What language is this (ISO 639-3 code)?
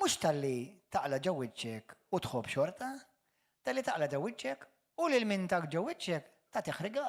mlt